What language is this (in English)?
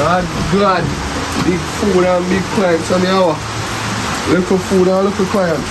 Jamaican Creole English